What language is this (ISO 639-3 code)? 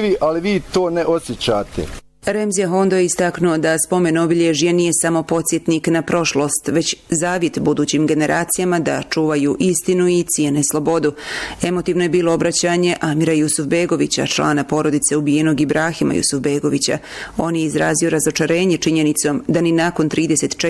bos